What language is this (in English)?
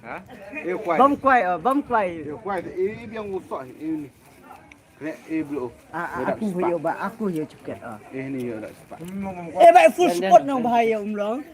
Khasi